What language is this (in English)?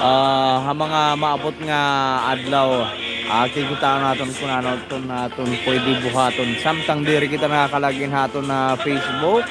Waray